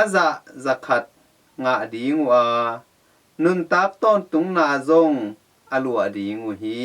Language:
Tedim Chin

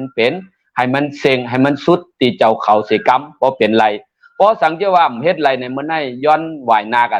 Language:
Shan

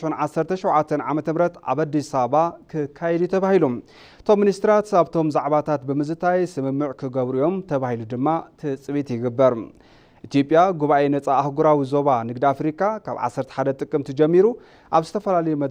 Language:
Tigrinya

